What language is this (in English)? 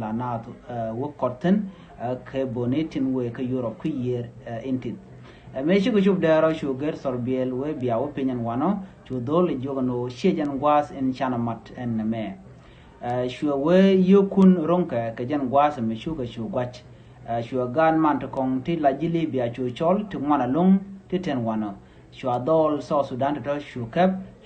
Nuer